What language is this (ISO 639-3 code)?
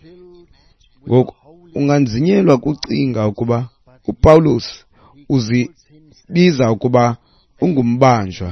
xho